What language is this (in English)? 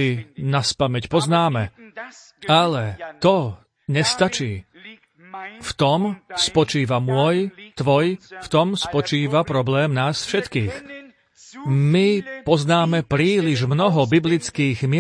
Slovak